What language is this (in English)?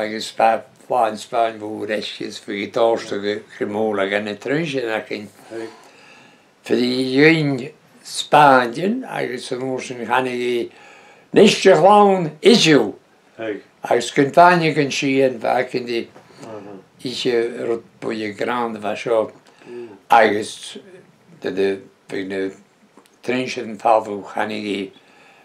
Breton